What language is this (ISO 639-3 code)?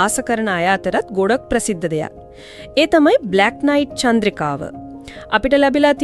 sin